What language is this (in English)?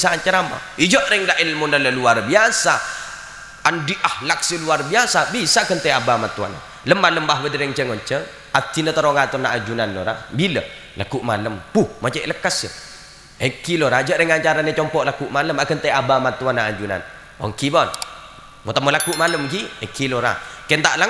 Madurese